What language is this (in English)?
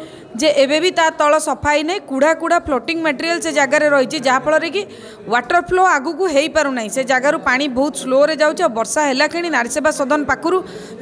Odia